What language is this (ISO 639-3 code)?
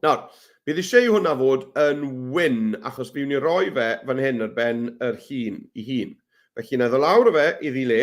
cym